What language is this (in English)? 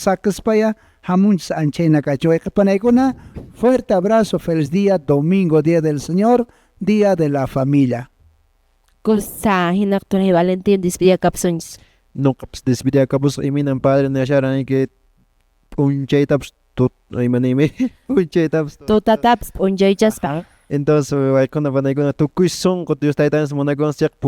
Quechua